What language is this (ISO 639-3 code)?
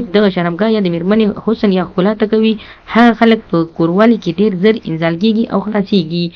pus